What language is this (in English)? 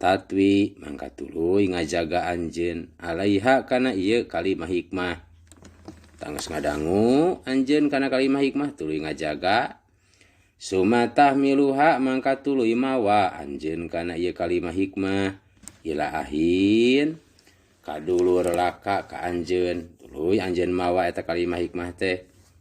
Sundanese